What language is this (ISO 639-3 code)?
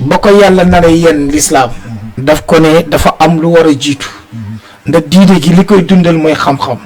wol